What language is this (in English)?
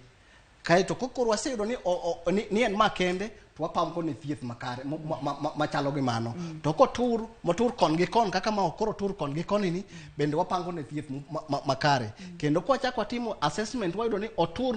Luo (Kenya and Tanzania)